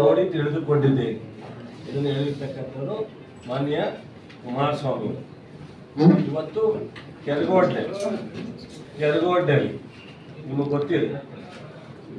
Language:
Kannada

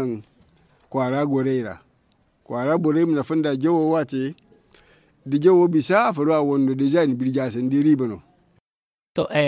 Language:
Zarma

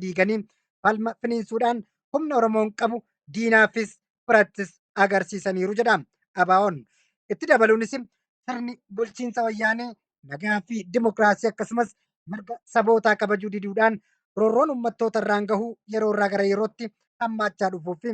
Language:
Oromo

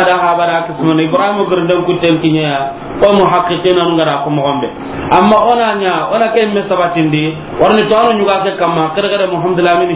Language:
Soninke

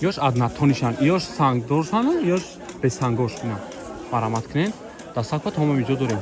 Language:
Tajik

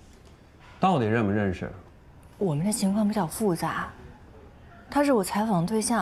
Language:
Chinese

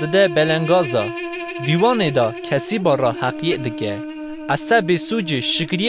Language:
Kurdish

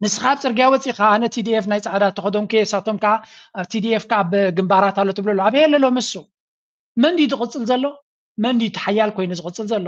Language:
Tigrinya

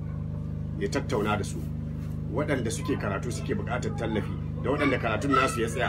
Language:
Hausa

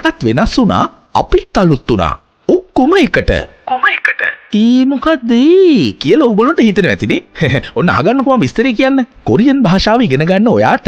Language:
Sinhala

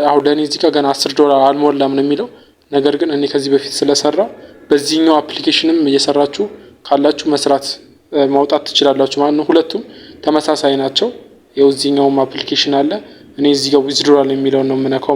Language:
Amharic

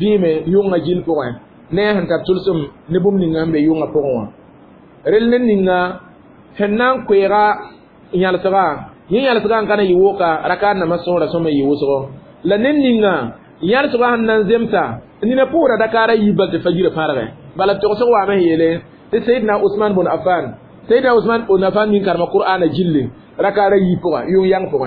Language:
Mossi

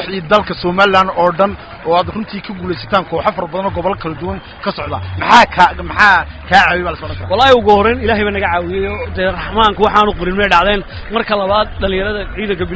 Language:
Somali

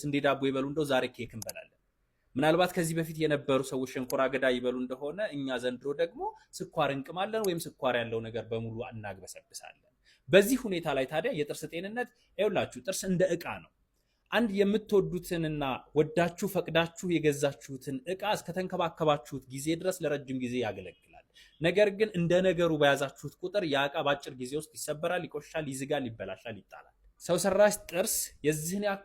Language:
Amharic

